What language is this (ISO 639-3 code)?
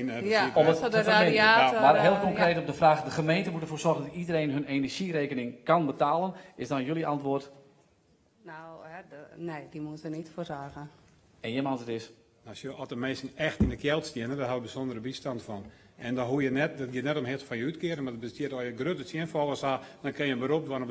fry